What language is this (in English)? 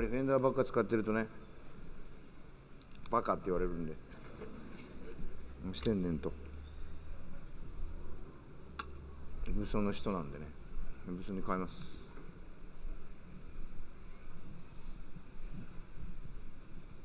Japanese